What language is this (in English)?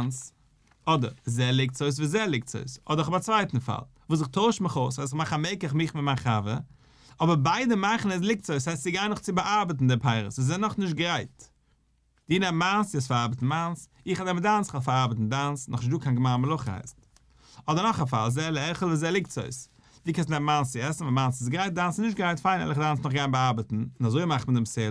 Yiddish